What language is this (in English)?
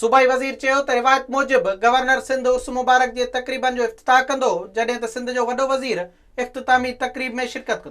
Sindhi